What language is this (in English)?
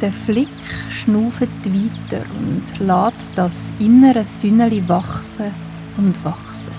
Swiss German